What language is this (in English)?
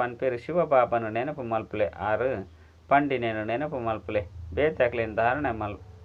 Tulu